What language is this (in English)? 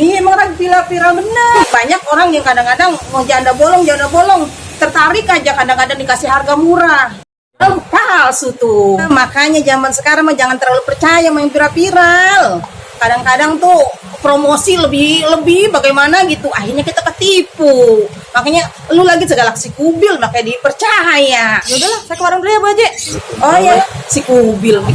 Betawi